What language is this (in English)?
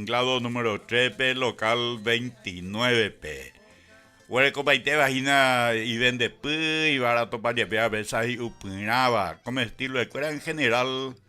Guarani